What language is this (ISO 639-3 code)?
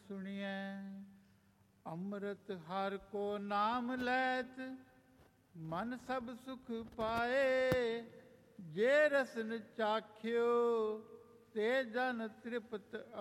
pan